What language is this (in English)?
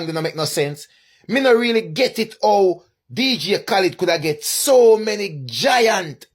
Jamaican Creole English